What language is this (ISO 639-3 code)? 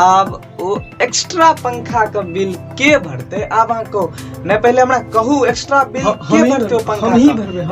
mai